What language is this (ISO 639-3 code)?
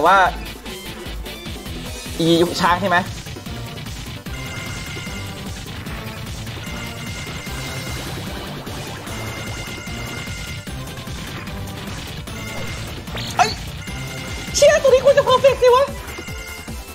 tha